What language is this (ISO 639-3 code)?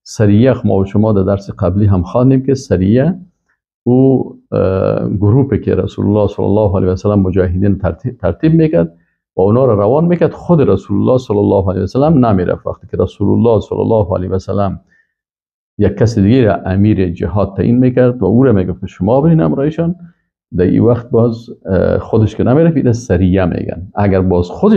fas